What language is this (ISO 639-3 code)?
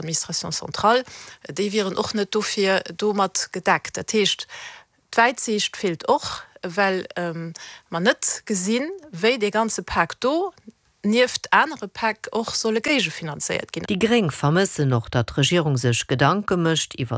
ltz